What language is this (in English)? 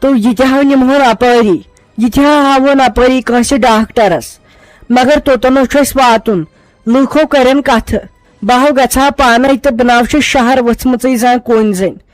Kashmiri